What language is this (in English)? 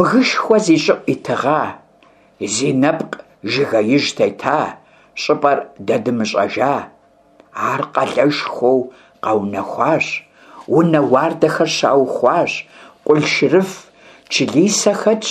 Kabardian